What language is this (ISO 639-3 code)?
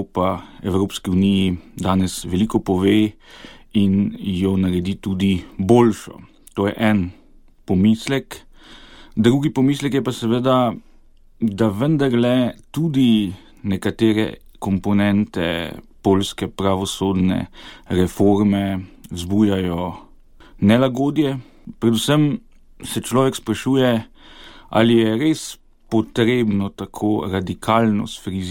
slv